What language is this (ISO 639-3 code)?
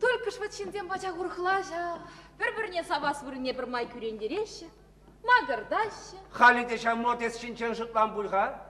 chv